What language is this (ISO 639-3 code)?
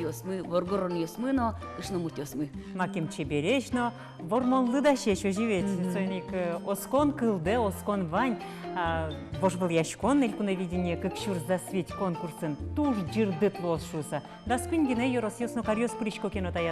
udm